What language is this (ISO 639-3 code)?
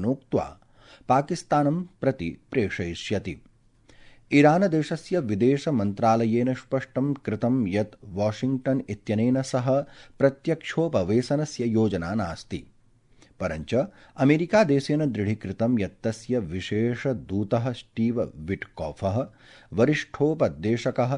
san